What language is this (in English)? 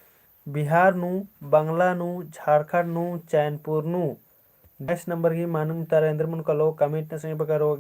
Kurukh